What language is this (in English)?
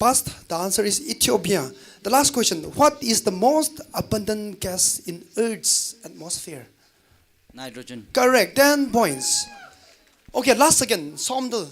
Tangkhul Naga (India)